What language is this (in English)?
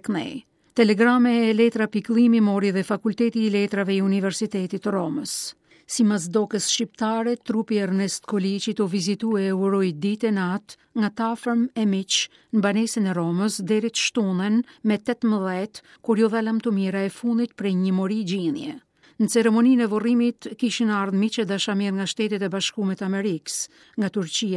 Albanian